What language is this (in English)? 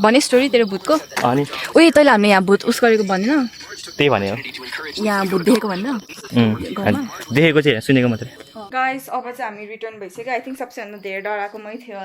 Nepali